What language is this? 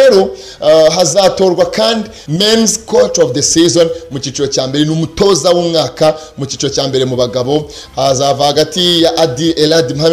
Kinyarwanda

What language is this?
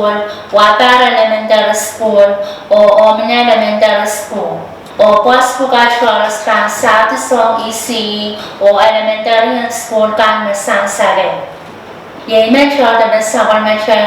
Pohnpeian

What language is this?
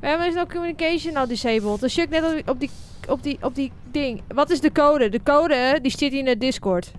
Western Frisian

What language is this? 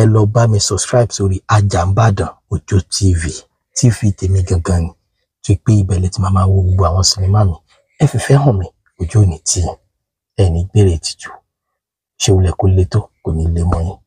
Yoruba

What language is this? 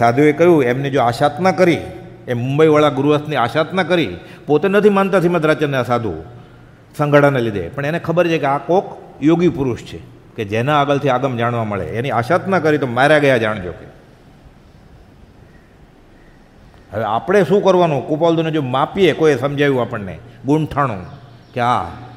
Gujarati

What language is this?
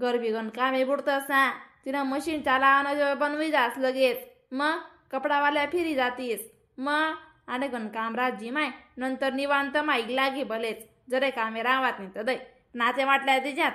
Khandesi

